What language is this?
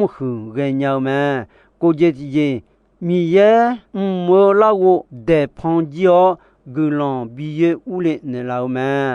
Akha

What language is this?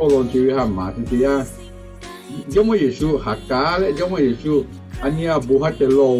Lahu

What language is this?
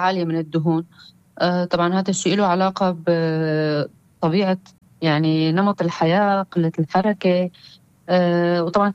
North Levantine Arabic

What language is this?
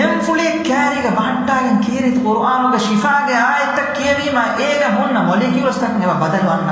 Divehi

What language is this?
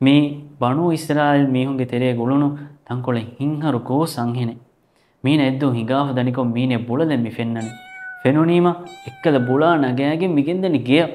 Divehi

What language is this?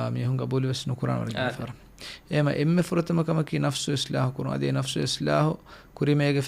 Divehi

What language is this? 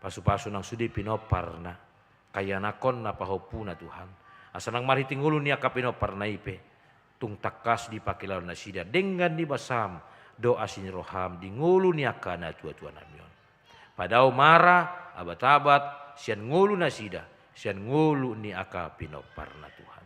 Batak Toba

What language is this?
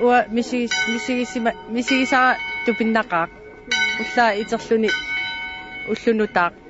Kalaallisut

